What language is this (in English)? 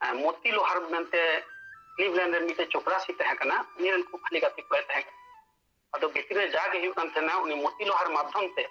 Santali